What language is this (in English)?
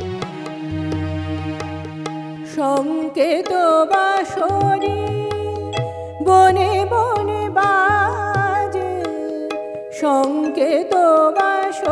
Bangla